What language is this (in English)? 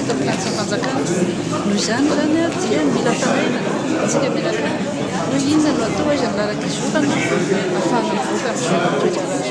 Malagasy